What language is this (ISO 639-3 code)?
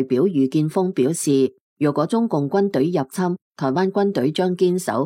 yue